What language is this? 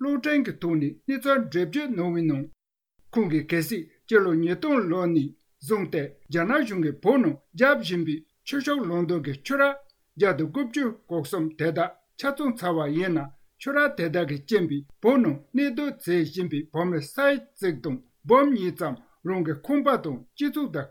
Tibetan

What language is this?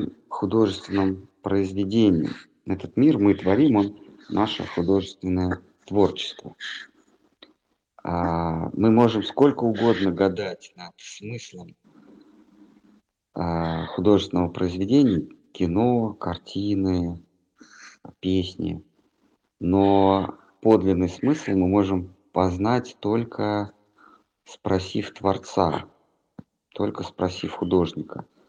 Russian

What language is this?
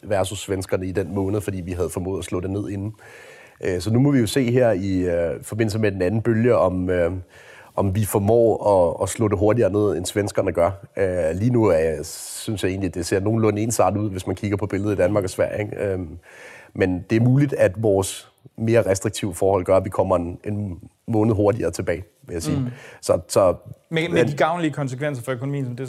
Danish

